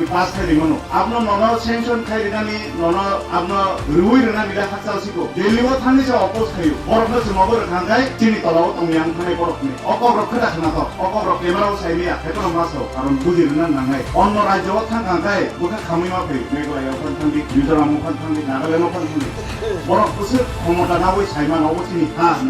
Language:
Kok Borok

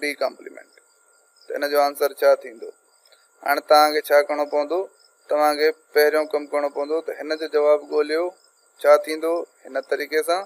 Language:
Sindhi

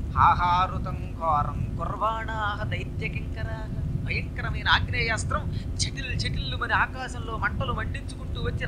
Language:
Telugu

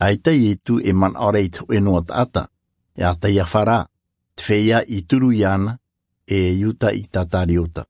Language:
Tahitian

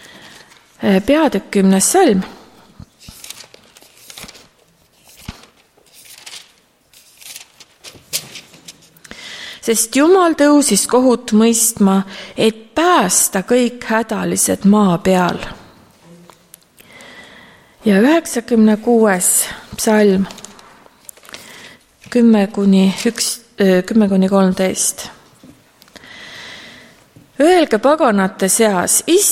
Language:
Estonian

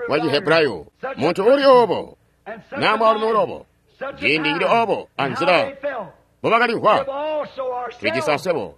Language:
Tonga (Zambia)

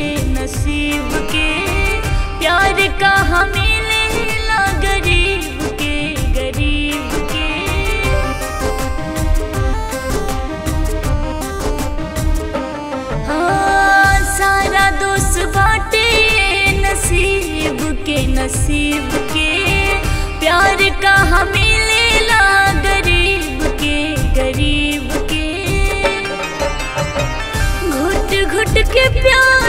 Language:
Bhojpuri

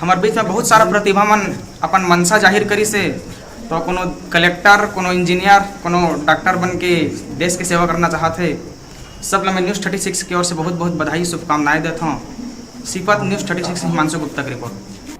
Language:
Chhattisgarhi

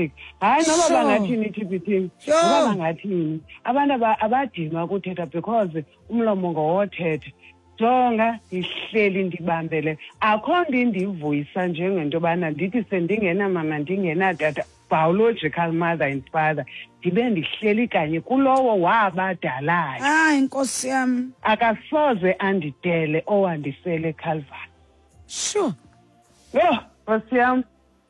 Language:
Xhosa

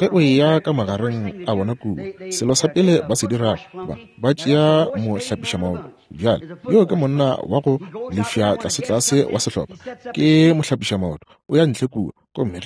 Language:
Northern Sotho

